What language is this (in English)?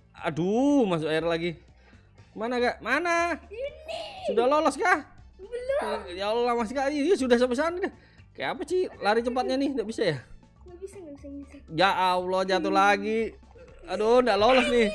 Indonesian